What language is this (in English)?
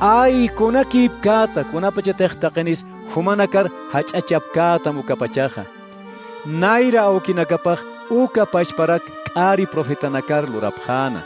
Aymara